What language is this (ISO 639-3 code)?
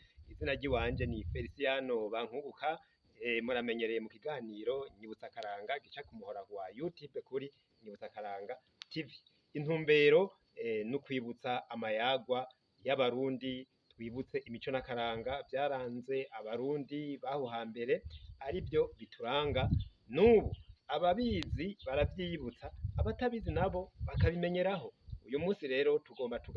run